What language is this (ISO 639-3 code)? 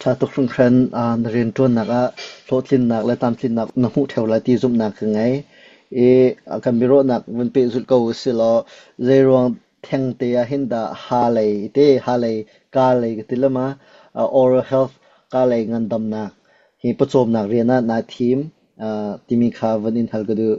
cnh